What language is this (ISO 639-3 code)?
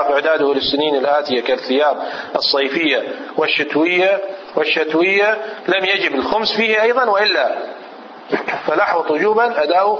ara